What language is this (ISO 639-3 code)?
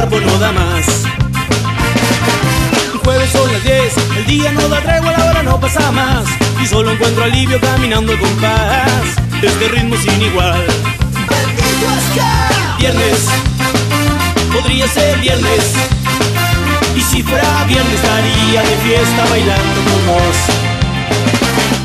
spa